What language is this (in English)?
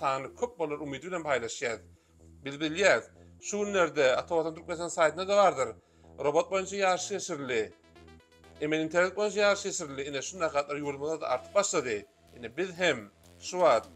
Turkmen